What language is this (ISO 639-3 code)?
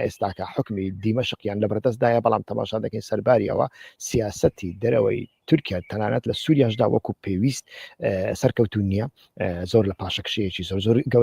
ckb